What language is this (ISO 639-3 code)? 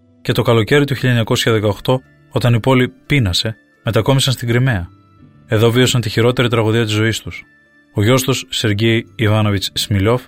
ell